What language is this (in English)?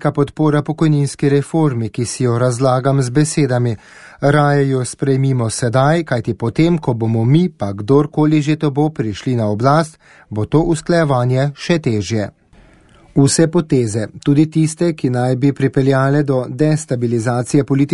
Slovenian